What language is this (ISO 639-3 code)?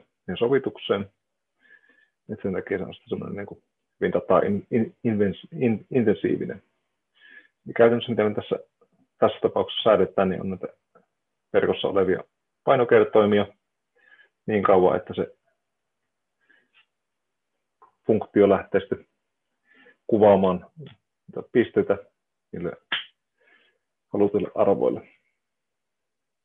fin